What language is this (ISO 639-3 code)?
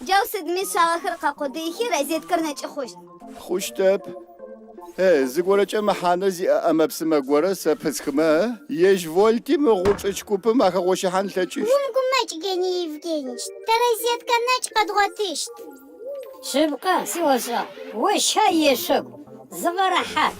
ady